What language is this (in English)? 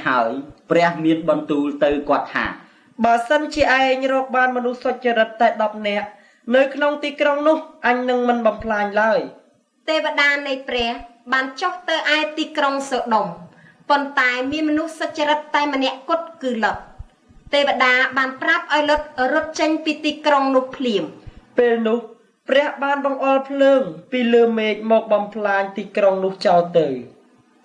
Khmer